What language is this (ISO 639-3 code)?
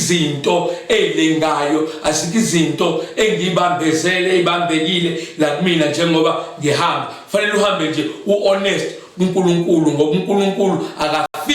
zul